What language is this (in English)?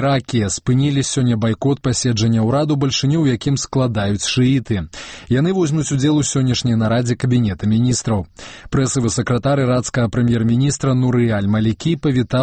Belarusian